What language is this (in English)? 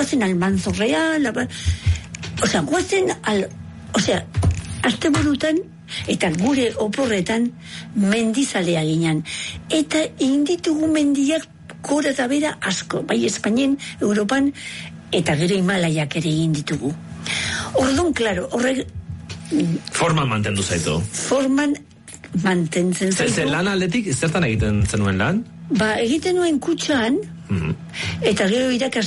Basque